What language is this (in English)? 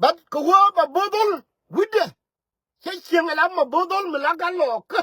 Nuer